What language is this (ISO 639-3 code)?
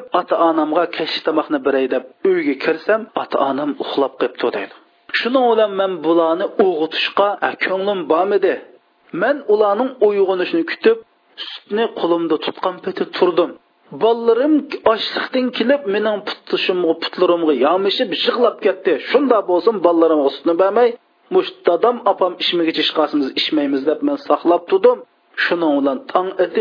uig